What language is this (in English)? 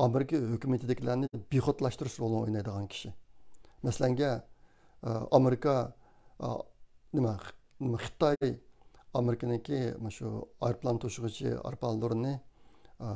Uyghur